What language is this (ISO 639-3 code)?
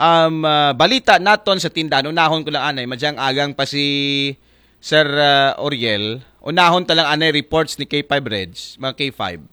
akl